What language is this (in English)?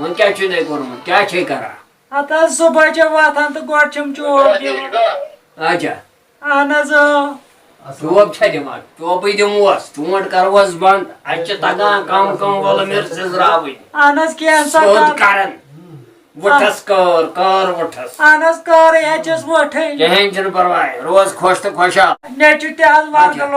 Kashmiri